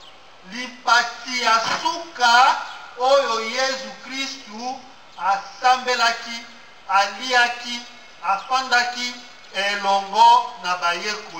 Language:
Lingala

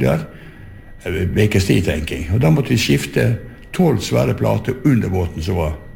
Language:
Norwegian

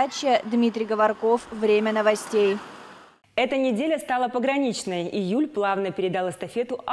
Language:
Russian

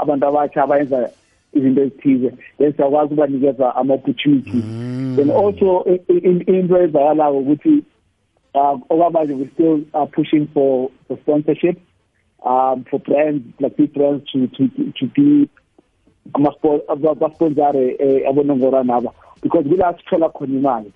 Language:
South Ndebele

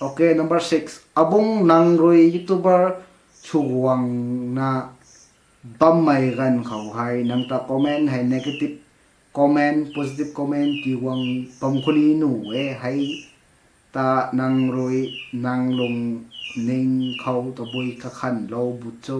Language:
Rongmei Naga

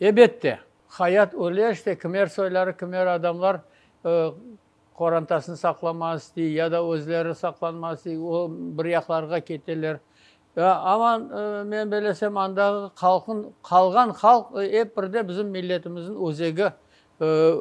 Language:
Crimean Tatar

